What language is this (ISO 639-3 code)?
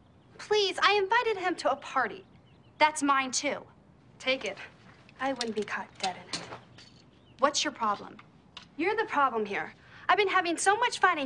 eng